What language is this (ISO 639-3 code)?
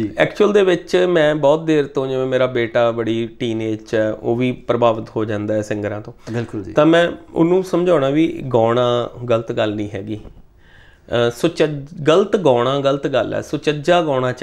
pan